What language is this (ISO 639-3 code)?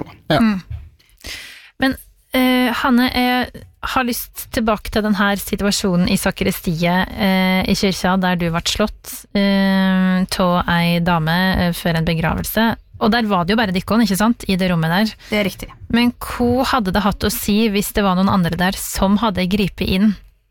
nor